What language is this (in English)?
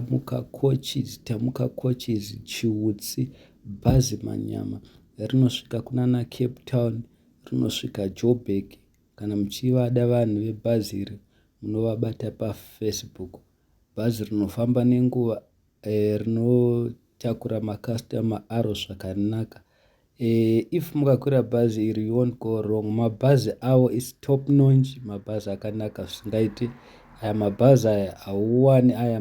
Shona